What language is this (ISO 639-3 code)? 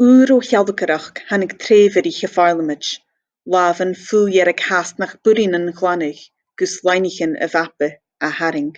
gla